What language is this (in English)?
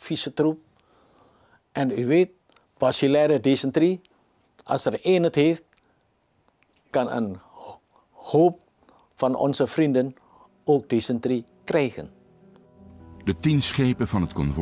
Dutch